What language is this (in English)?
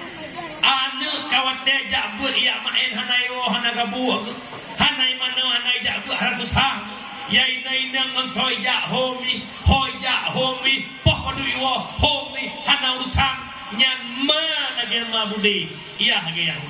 Achinese